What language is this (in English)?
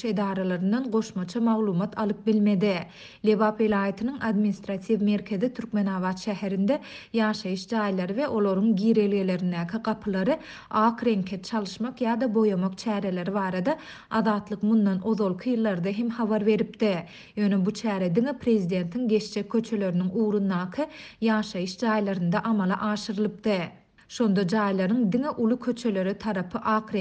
Turkmen